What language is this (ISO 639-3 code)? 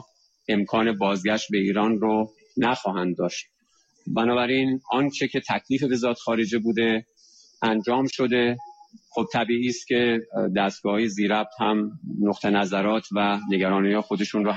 fas